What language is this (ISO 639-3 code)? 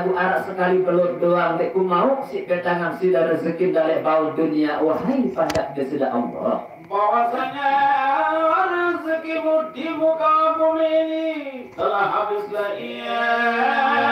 sas